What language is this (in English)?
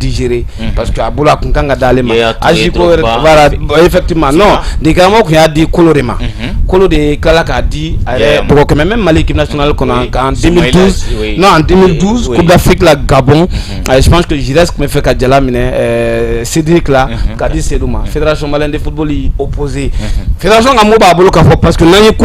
Bambara